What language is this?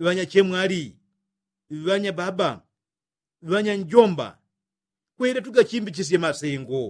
Yao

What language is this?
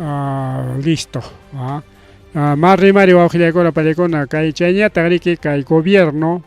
Ayacucho Quechua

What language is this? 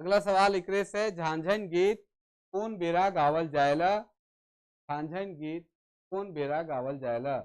Sadri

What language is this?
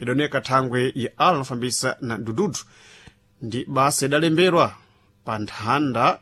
Sena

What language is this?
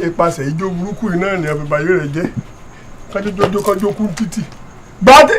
Yoruba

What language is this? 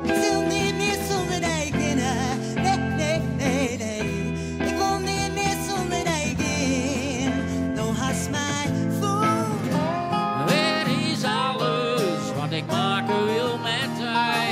Western Frisian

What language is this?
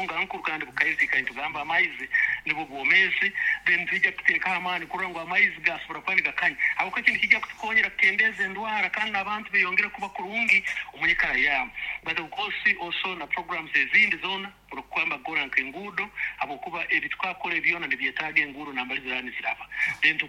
Nyoro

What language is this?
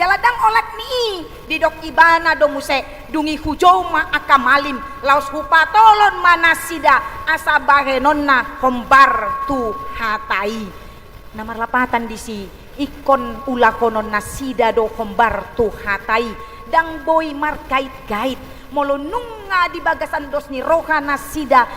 Batak Toba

